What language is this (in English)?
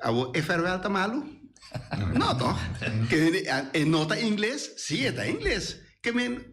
Papiamento